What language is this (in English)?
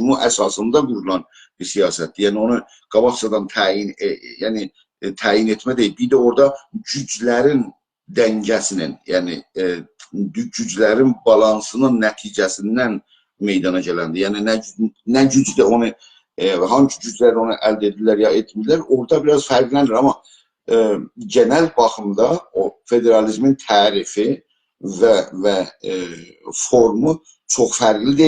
South Azerbaijani